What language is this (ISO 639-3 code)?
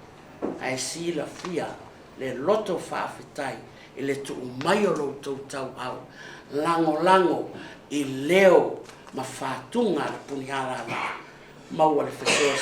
smo